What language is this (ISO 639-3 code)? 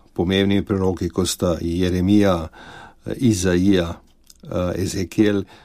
slv